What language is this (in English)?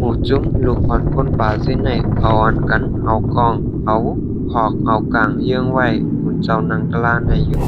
Shan